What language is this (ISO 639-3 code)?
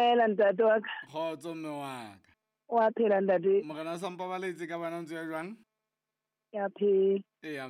sot